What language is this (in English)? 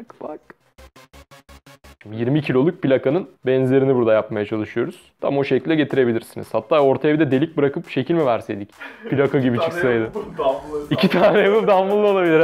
Turkish